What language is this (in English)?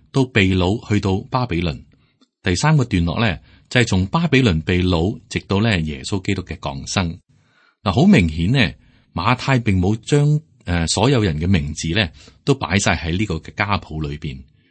Cantonese